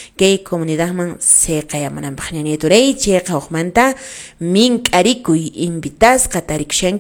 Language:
Quechua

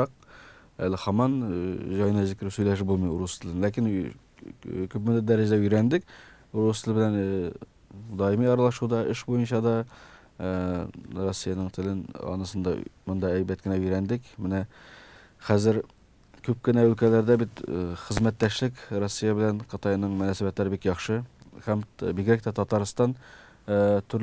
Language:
Tatar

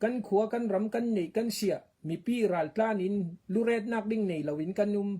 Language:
Falam Chin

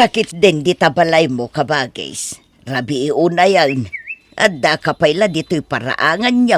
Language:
Iloko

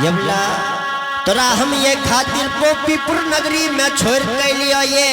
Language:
Angika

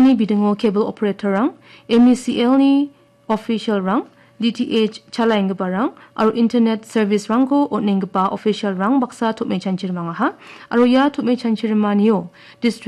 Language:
Garo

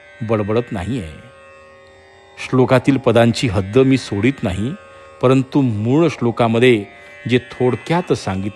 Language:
Marathi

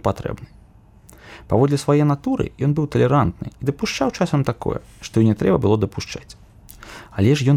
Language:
Belarusian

